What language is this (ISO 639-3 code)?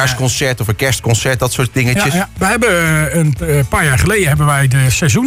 nld